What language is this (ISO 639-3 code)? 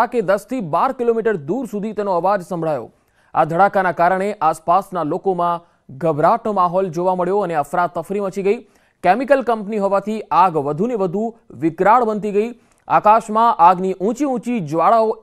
guj